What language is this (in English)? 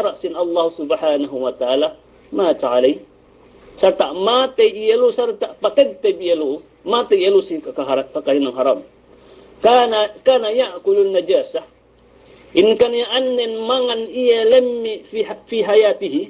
Yakan